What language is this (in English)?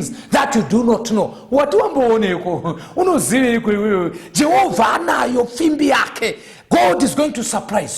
Shona